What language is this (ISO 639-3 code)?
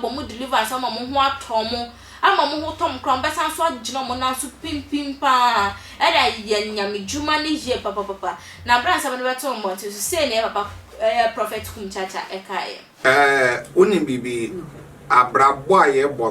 aka